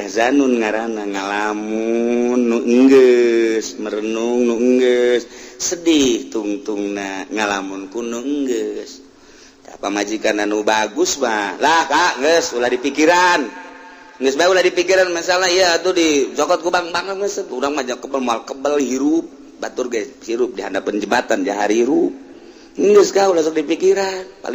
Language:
Sundanese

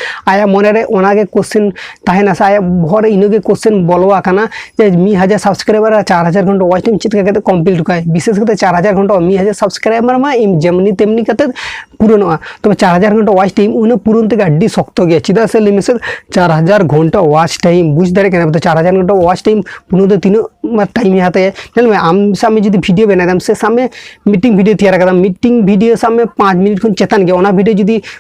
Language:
Santali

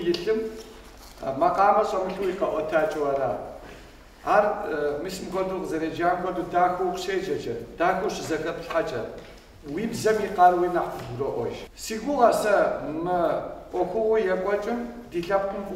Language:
Kabardian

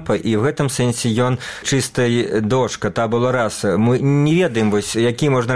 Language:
Belarusian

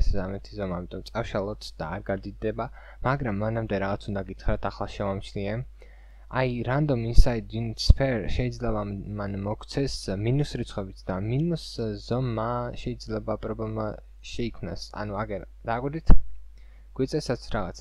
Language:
Georgian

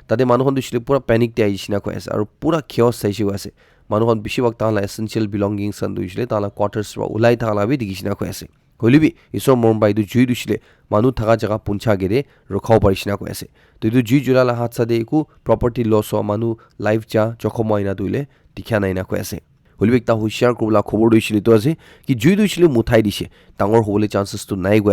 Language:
Naga Pidgin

